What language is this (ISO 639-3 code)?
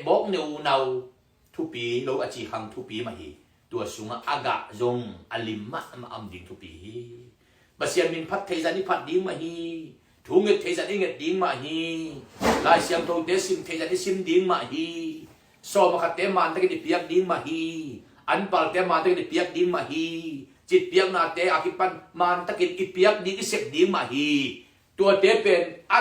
ctd